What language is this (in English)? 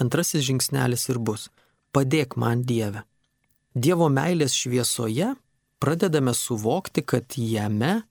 Lithuanian